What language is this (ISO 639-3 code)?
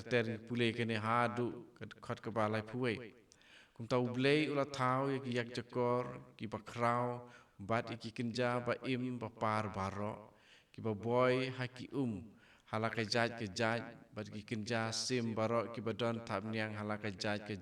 kha